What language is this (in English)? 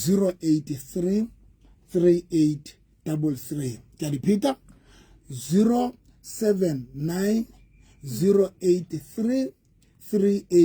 Southern Sotho